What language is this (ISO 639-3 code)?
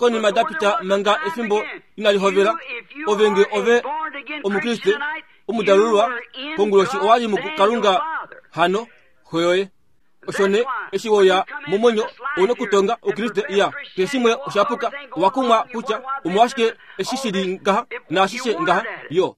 kua